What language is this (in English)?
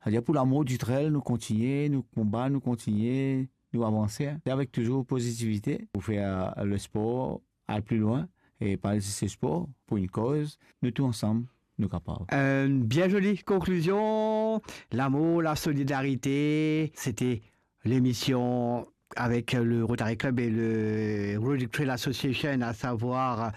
Morisyen